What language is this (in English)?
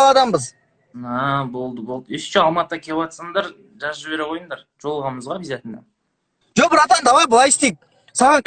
Kazakh